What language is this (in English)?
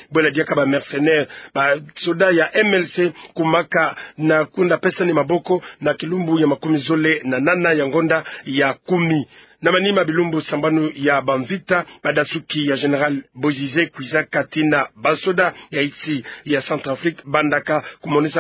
Kituba (Democratic Republic of Congo)